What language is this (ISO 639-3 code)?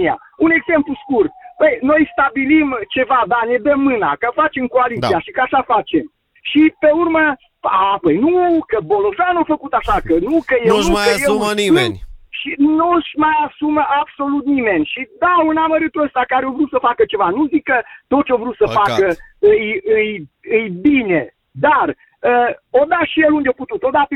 ron